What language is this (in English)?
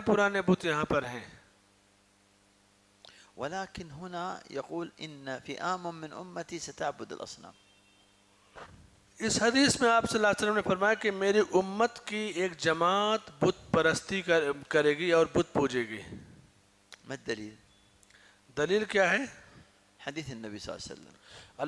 Urdu